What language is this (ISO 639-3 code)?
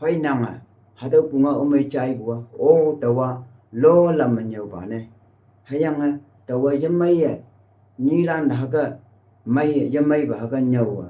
nbe